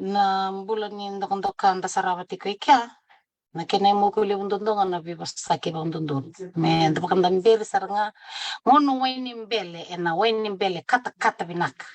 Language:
Fijian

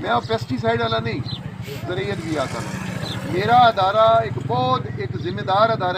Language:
Saraiki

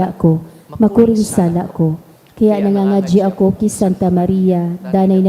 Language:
Bikol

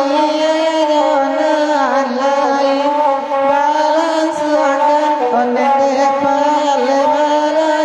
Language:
Minangkabau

